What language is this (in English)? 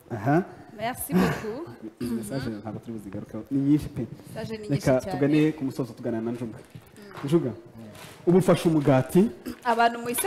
Kinyarwanda